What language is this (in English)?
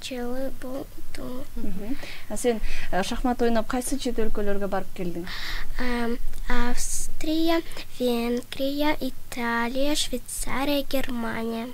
Kyrgyz